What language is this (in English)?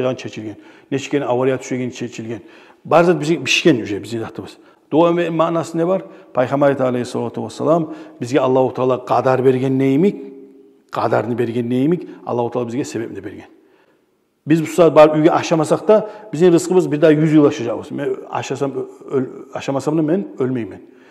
Kumyk